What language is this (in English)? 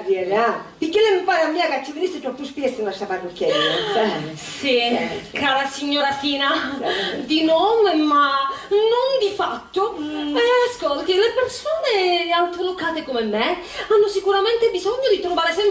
Sicilian